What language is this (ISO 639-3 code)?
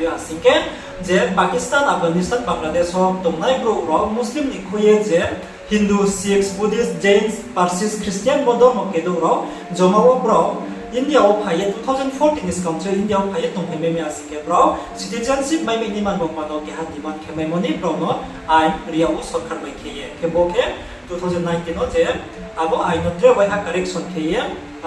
ria